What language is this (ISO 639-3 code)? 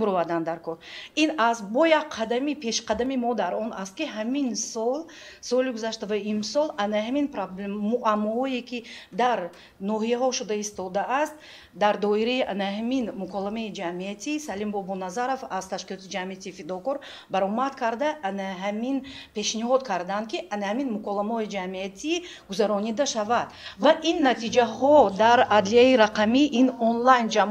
tgk